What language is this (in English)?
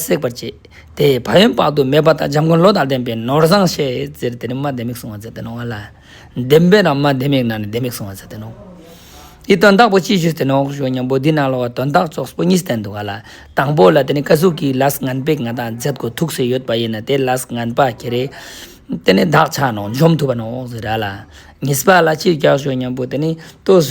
Ladakhi